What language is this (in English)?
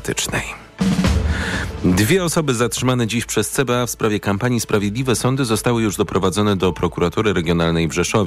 Polish